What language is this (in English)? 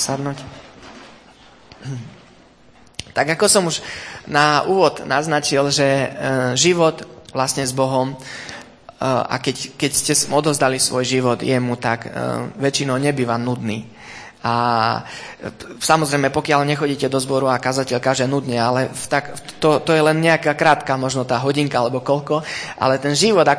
Slovak